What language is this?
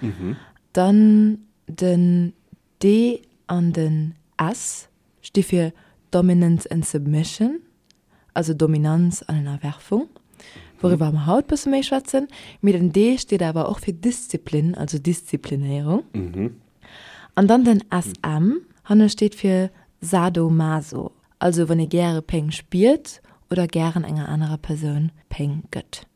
Luxembourgish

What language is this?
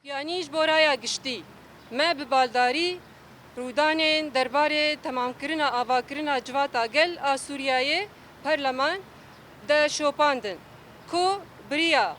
Kurdish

